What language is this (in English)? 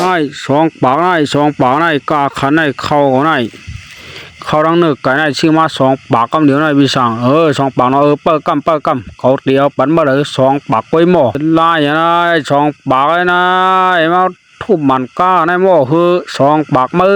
Shan